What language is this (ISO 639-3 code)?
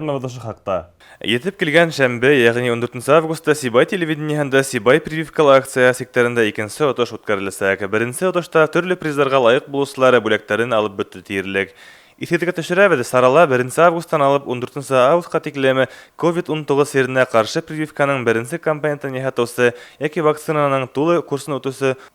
bak